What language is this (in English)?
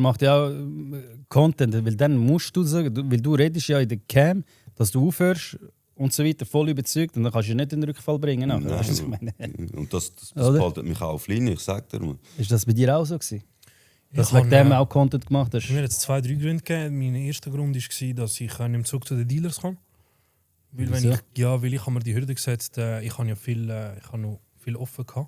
Swiss German